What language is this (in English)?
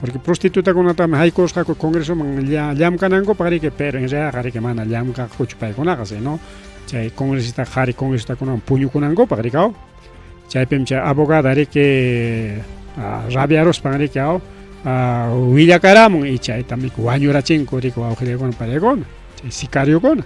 Ayacucho Quechua